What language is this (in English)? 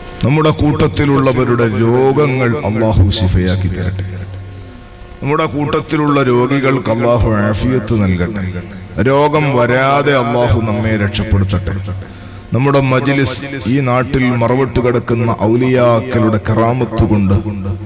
Malayalam